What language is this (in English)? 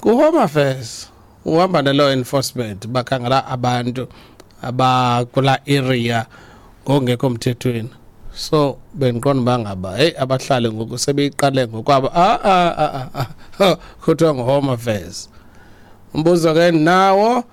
Xhosa